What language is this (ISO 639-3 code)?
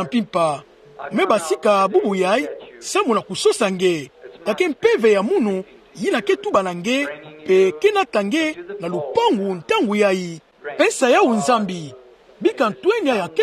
ktu